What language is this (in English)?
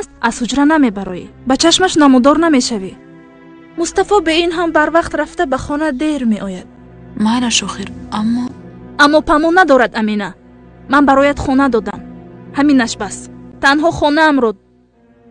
Tajik